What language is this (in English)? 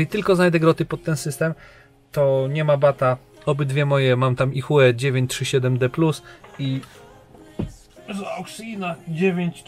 Polish